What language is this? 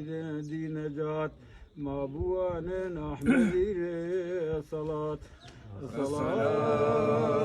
Zaza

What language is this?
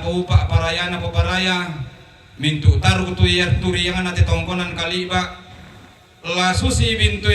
Toraja-Sa'dan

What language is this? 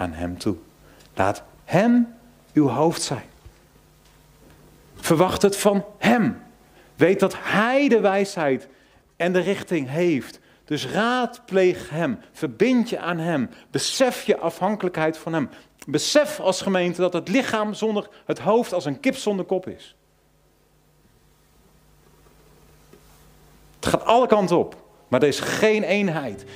Dutch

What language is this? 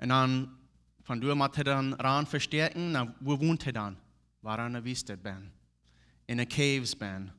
Plautdietsch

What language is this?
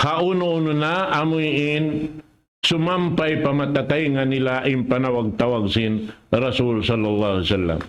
Tausug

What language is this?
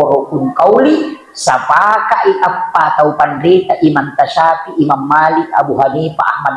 Buginese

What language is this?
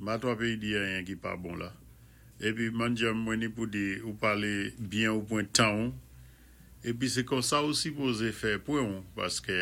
Saint Lucian Creole French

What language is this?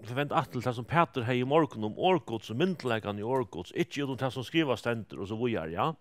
Faroese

